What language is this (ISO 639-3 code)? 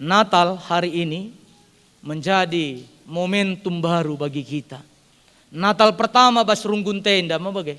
btx